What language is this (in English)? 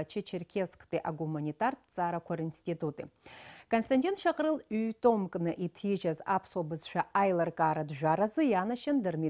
Abkhazian